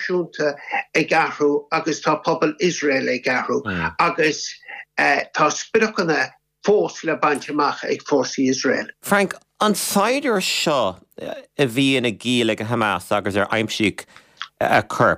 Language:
Irish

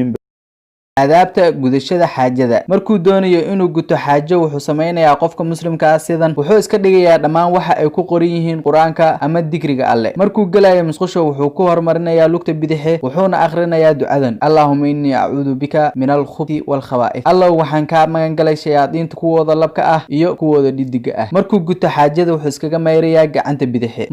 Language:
Somali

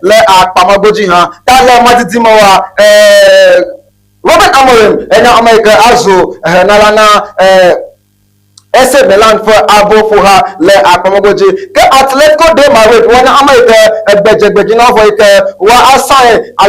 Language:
Ewe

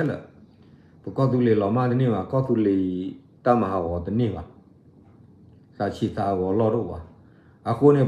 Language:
S'gaw Karen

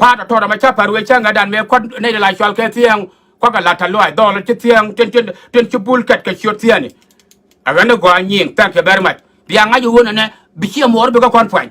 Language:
Nuer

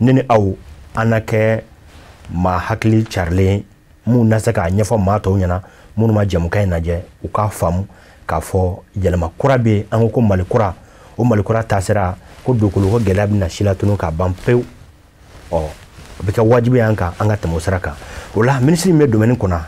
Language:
Bambara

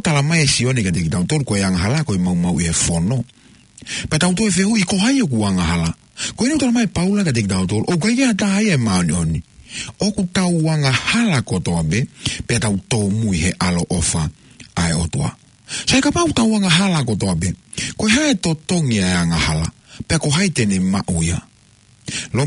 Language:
Tongan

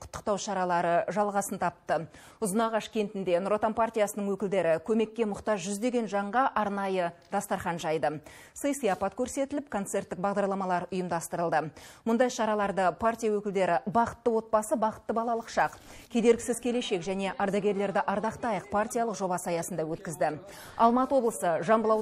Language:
Kazakh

